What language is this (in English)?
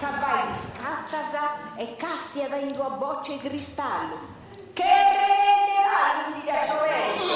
Sardinian